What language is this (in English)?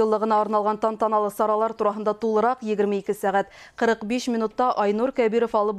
Bashkir